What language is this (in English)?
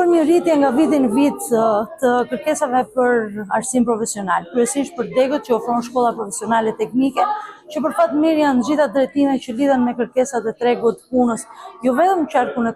Albanian